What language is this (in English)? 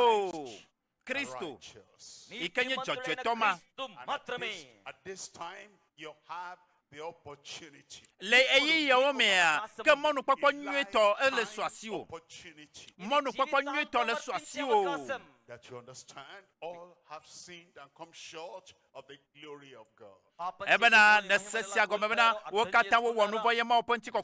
Ewe